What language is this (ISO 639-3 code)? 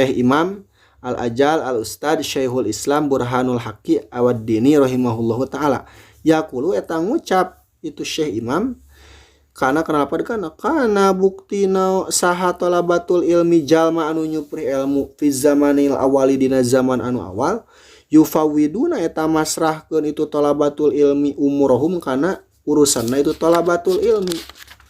sun